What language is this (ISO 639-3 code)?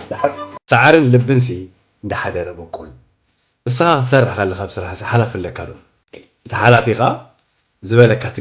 tir